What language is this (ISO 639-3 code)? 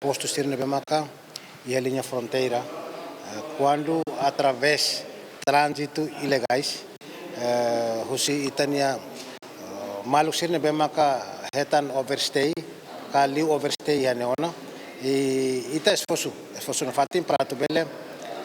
tet